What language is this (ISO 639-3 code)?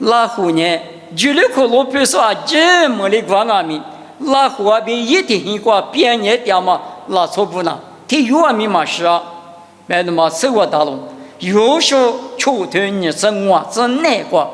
lis